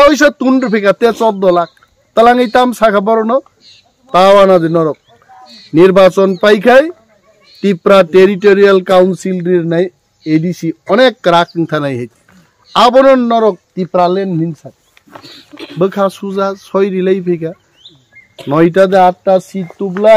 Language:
Kok Borok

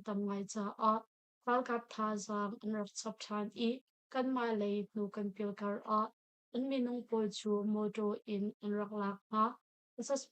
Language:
Hakha Chin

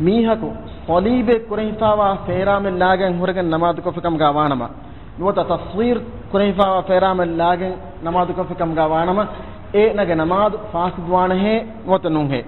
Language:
Divehi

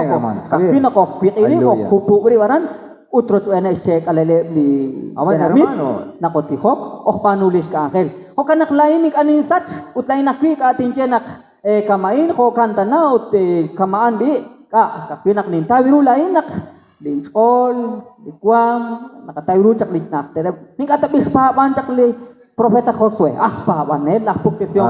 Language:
Kekchí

